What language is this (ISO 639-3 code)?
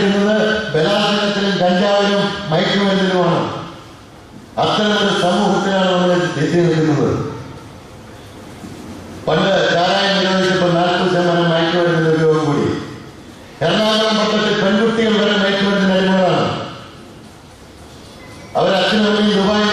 mal